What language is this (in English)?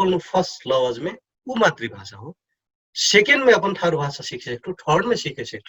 Dangaura Tharu